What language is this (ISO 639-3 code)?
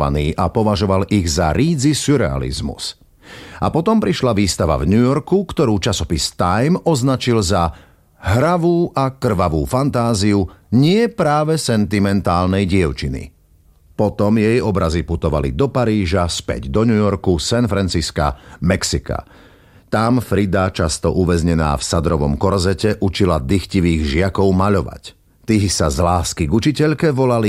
slk